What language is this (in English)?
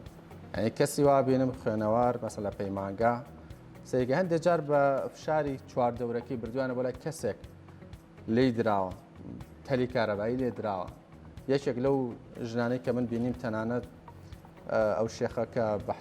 Central Kurdish